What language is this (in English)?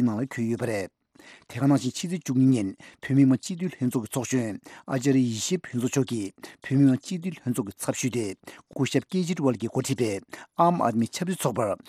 Tibetan